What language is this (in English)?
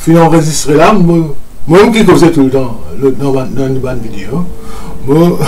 Morisyen